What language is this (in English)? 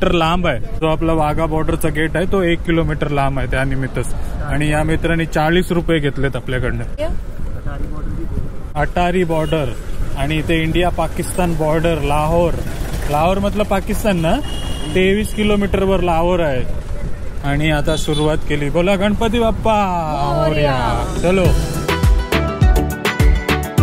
Marathi